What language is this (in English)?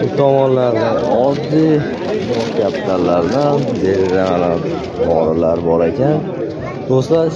Uzbek